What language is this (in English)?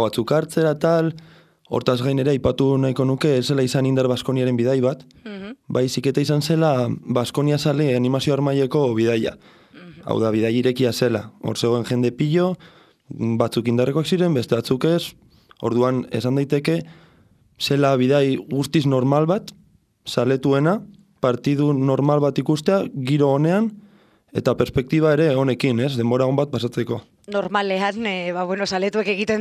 Basque